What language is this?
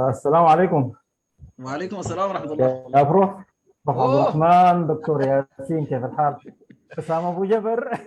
Sudanese Arabic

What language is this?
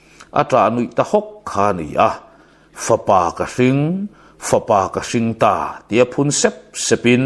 Mizo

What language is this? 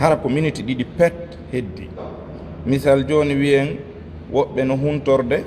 Fula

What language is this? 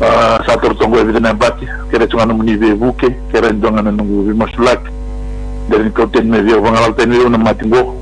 Fijian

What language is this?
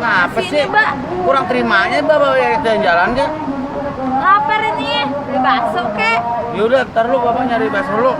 Betawi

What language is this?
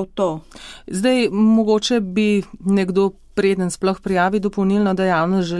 Slovenian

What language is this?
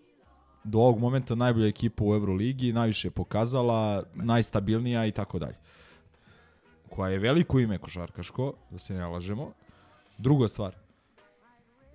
Serbian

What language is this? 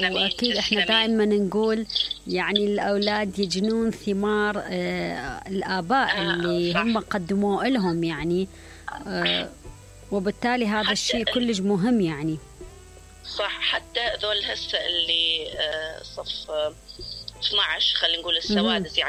Mesopotamian Arabic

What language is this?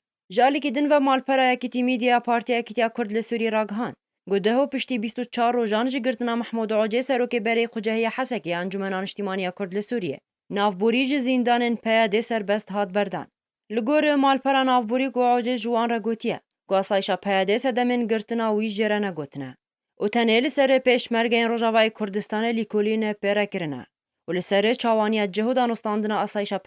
Kurdish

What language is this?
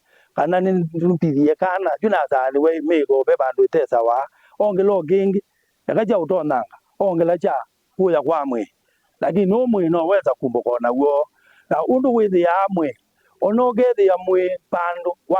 Kamba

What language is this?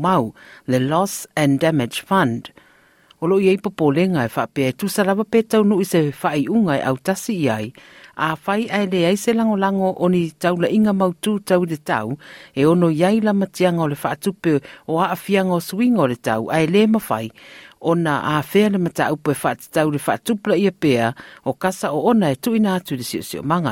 Samoan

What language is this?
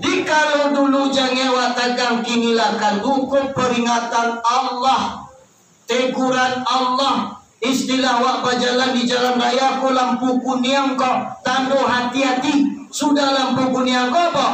Minangkabau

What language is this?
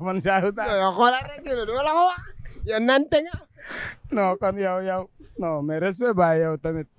Wolof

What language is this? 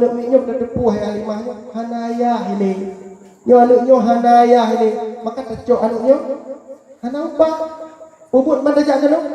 Achinese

